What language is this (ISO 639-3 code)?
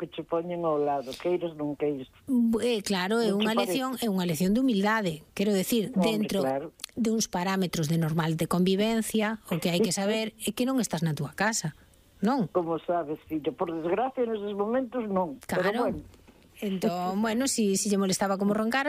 glg